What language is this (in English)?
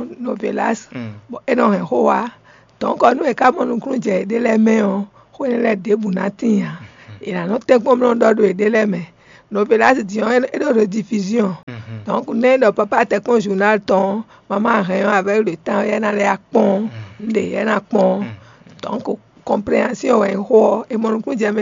Fon